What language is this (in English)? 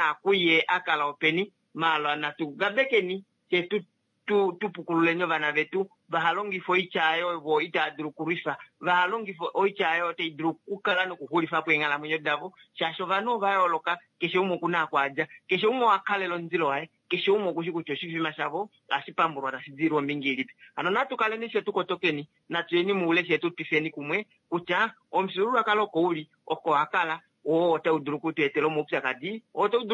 Kuanyama